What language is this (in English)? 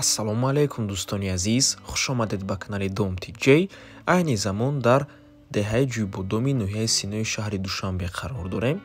Tajik